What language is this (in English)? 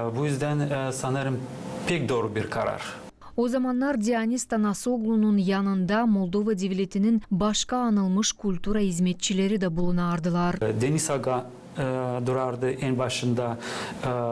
Gagauz